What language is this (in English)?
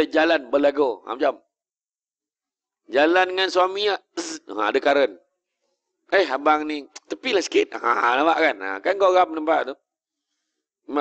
Malay